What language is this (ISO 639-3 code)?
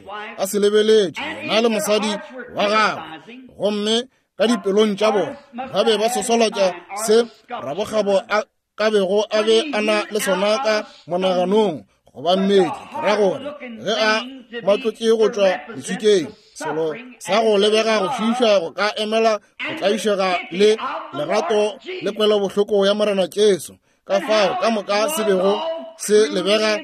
nso